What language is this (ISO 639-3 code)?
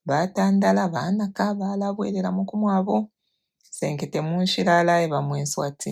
bem